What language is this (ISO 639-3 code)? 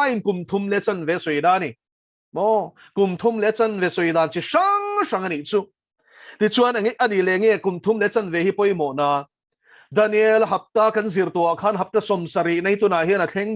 lus